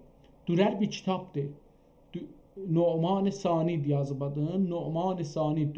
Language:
South Azerbaijani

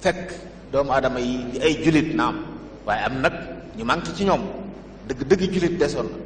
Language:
Wolof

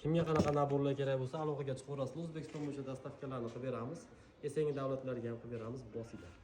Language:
Uzbek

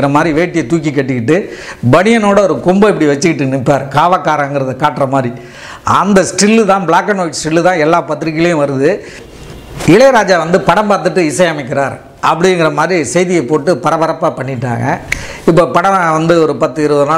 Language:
Tamil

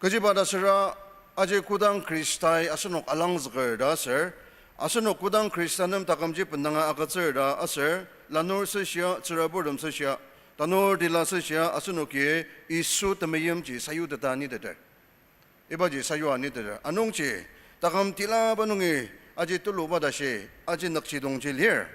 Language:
Ao Naga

